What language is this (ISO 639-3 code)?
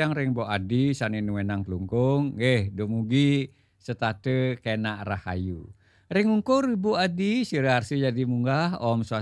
ban